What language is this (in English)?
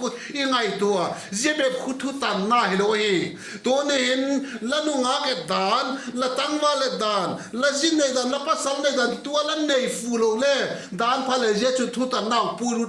Vaiphei